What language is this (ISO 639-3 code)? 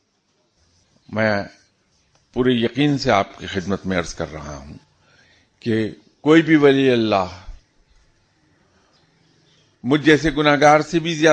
urd